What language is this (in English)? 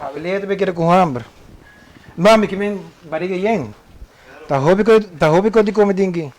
Papiamento